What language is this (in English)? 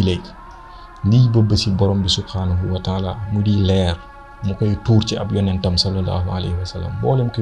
Wolof